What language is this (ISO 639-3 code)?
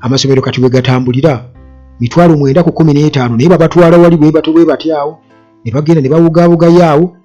lug